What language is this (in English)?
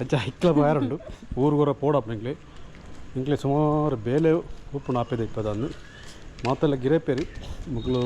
Tulu